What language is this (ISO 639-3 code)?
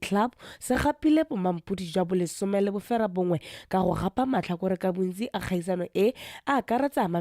tsn